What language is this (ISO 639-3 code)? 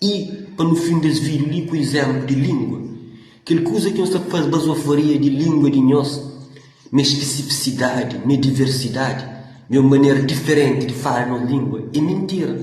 kea